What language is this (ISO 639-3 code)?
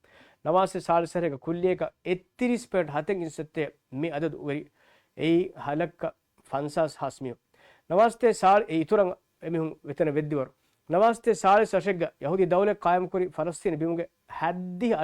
div